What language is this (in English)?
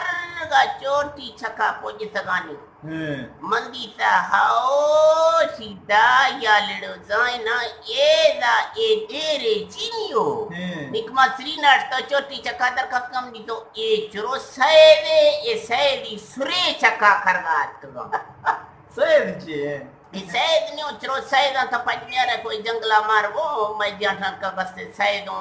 Eastern Balochi